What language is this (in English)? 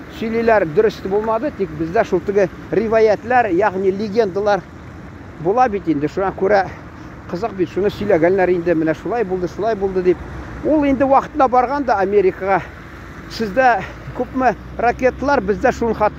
Tatar